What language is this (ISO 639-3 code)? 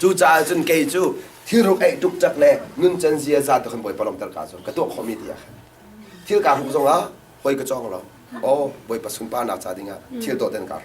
cnh